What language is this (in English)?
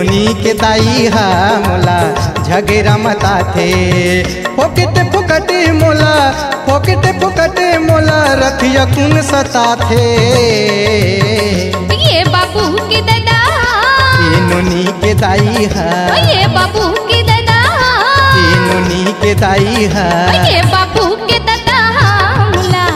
Chhattisgarhi